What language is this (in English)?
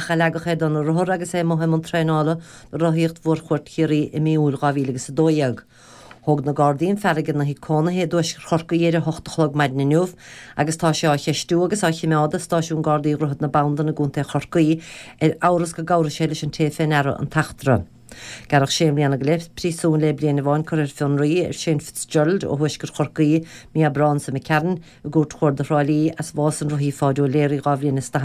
Irish